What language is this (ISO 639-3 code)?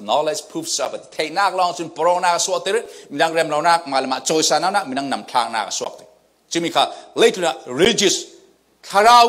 cfm